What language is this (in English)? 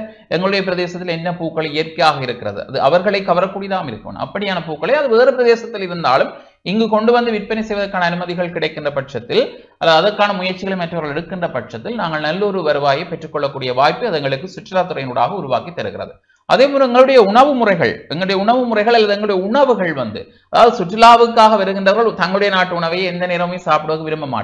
Tamil